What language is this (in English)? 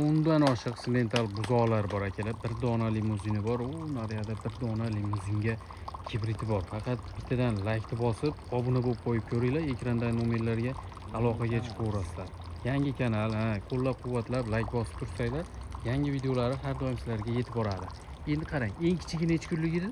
Uzbek